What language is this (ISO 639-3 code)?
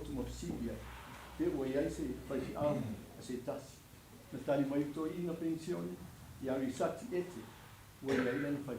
smo